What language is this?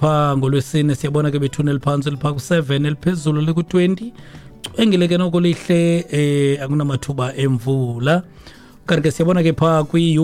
Xhosa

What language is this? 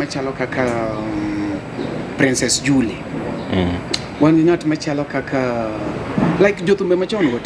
Luo (Kenya and Tanzania)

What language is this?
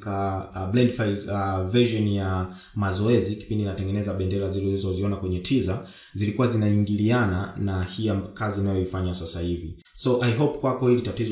Swahili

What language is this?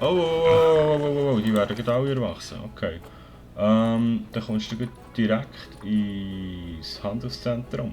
Swiss German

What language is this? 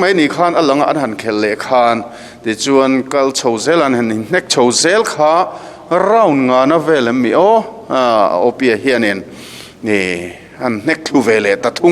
Mizo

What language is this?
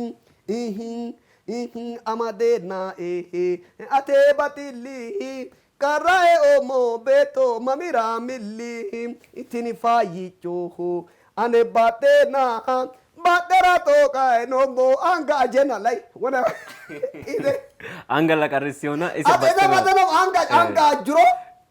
Sidamo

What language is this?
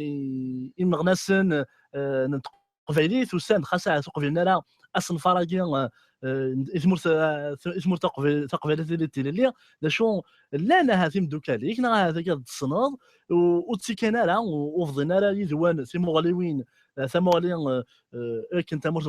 Kabyle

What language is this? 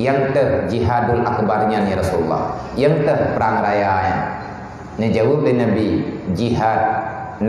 Achinese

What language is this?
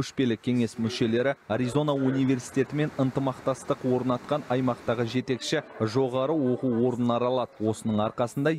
Kazakh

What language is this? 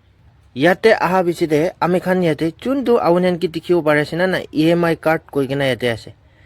Naga Pidgin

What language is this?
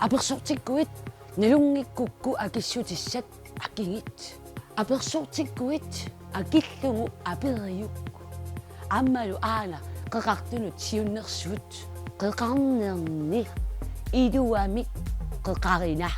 Kalaallisut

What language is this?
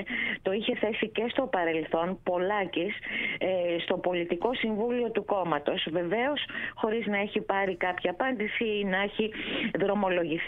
Greek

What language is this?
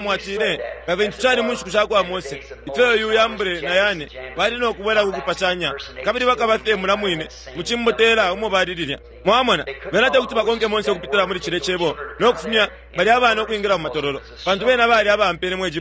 Bemba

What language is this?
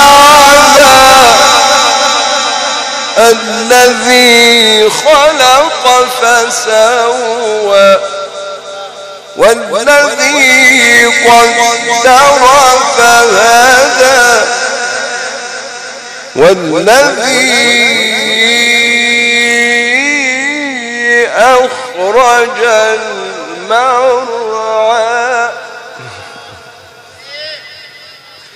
Arabic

